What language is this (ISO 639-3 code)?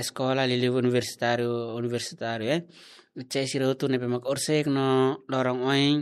tet